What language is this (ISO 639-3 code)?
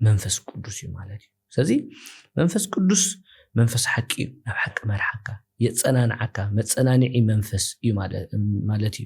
tir